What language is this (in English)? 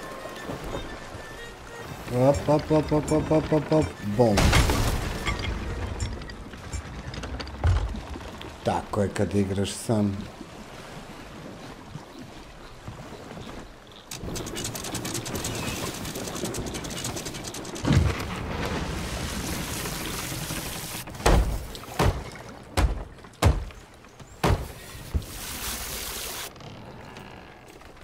Serbian